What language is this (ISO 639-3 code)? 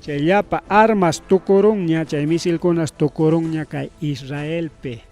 quy